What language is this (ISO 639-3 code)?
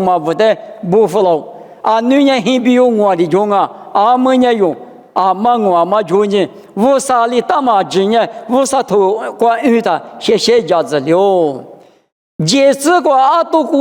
lis